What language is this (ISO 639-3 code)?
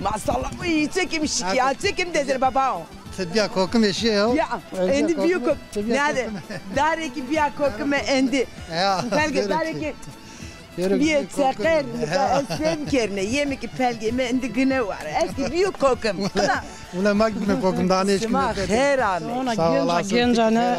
zza